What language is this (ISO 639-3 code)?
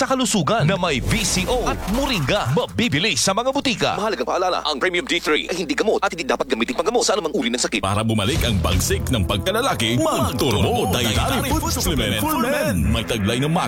fil